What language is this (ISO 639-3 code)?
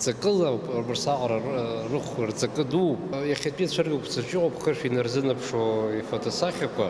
abk